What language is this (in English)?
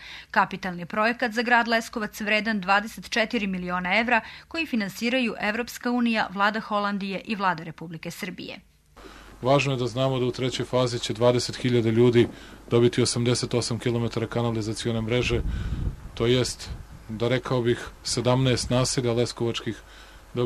Serbian